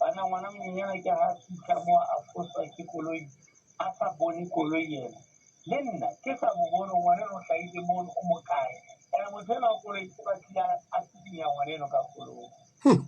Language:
Southern Sotho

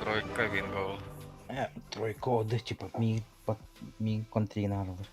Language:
Yakut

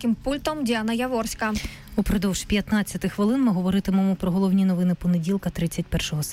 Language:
Ukrainian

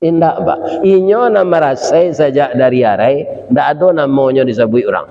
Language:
Minangkabau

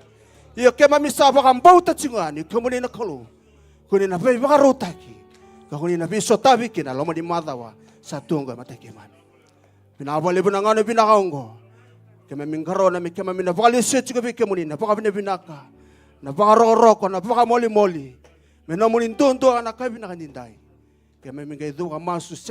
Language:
Fijian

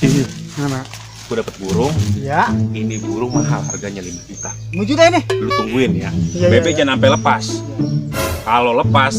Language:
Betawi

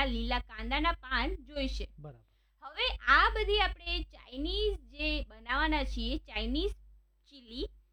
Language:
Gujarati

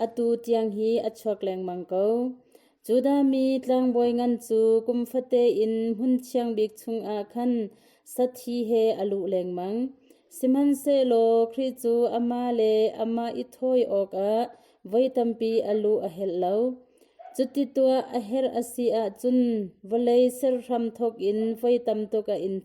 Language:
Hakha Chin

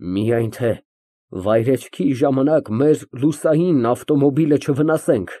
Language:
Armenian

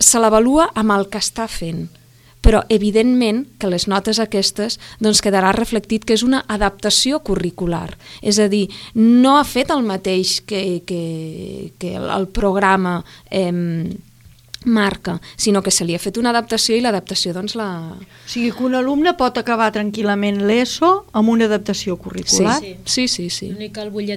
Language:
Catalan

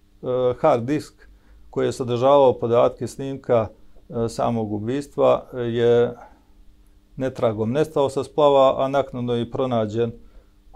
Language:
Serbian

